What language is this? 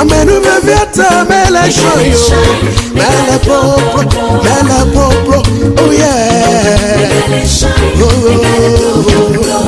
Ewe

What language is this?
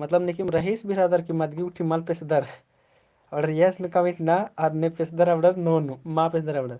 Kurukh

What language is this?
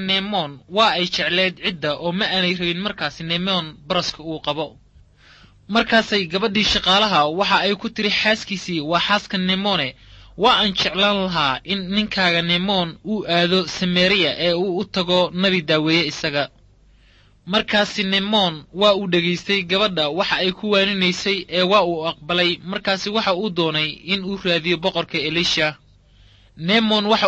Somali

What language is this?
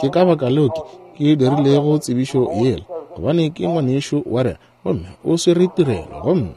Northern Sotho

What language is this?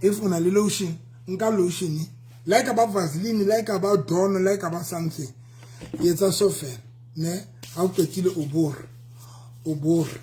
Southern Sotho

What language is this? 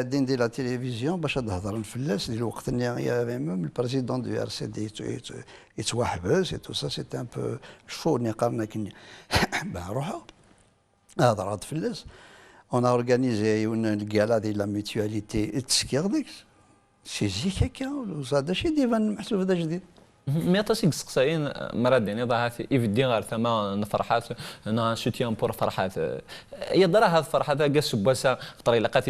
Kabyle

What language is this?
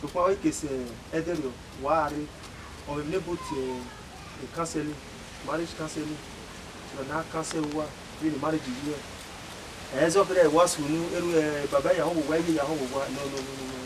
Bini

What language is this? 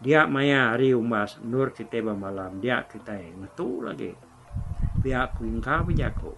Iban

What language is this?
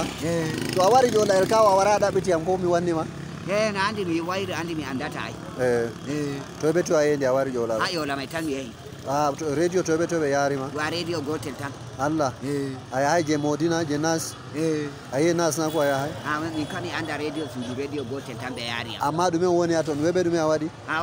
Fula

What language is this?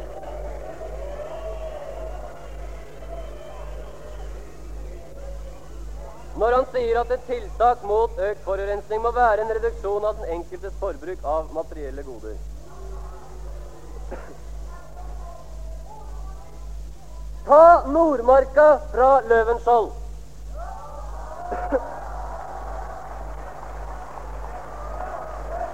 Norwegian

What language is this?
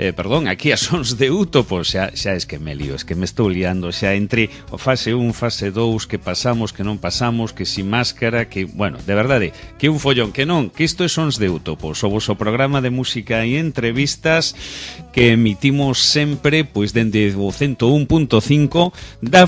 Galician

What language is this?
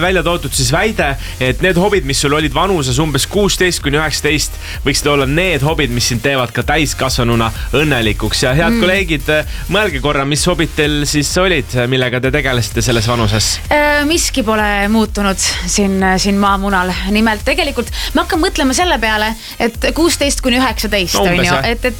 Estonian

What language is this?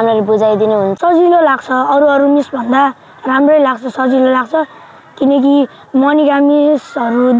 Nepali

